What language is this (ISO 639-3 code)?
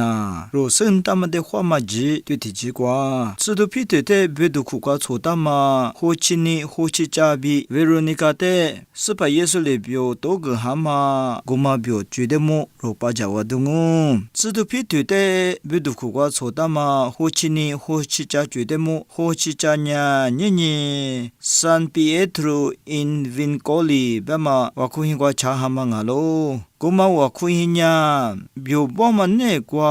lis